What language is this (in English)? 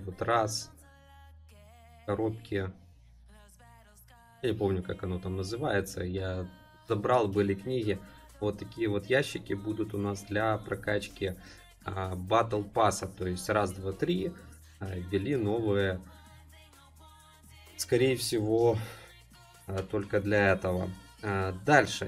Russian